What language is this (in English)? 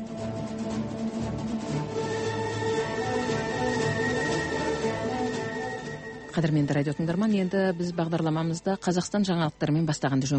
Kazakh